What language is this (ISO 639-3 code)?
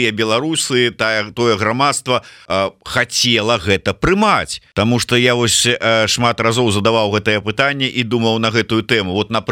bel